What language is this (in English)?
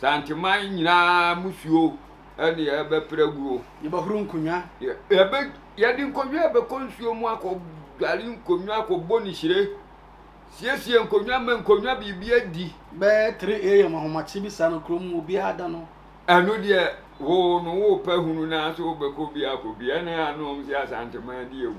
Akan